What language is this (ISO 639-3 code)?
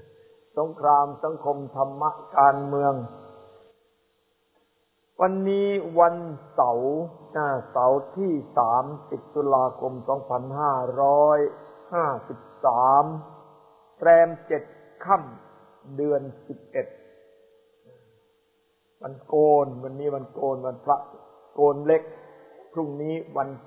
tha